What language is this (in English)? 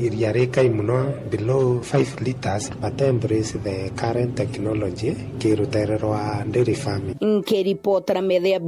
Meru